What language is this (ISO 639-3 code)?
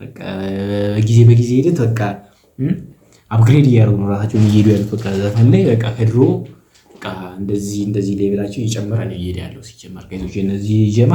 amh